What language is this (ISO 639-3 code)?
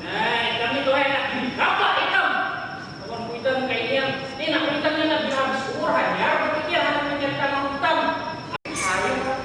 bjn